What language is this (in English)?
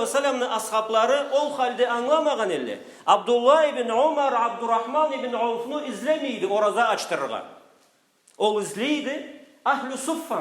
Karachay-Balkar